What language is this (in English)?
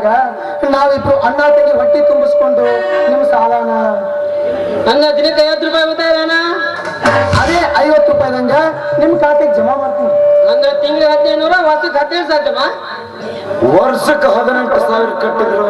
Kannada